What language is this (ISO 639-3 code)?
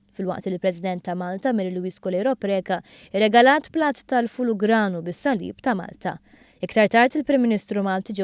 mlt